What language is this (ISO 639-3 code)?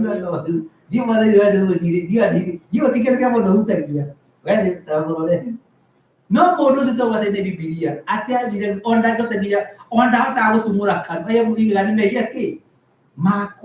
kik